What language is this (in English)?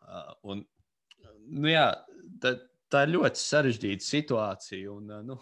Latvian